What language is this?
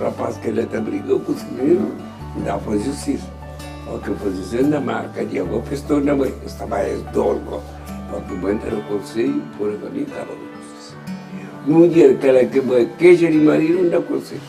Kabuverdianu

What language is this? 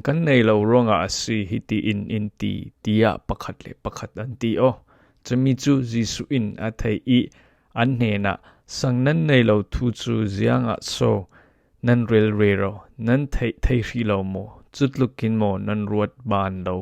Falam Chin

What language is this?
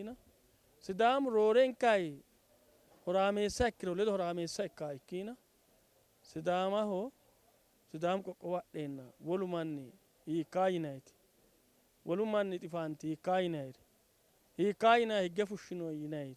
Sidamo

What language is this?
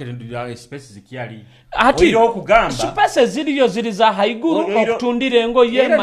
Nyoro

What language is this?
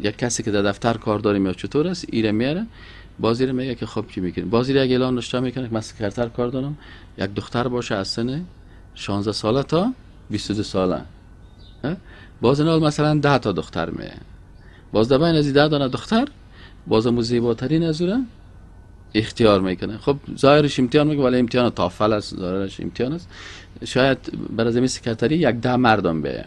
Persian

